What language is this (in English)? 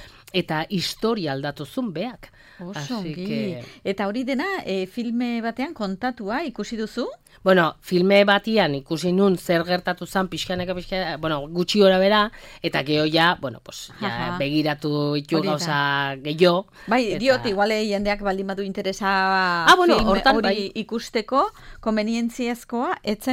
Basque